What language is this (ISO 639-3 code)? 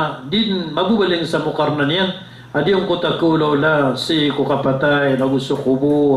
mrw